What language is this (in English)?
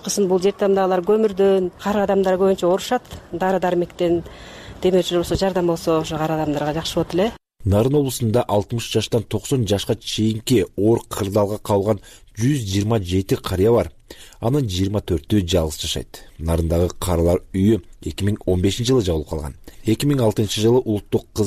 Kyrgyz